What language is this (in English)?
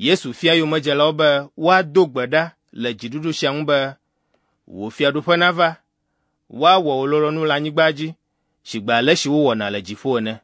Ewe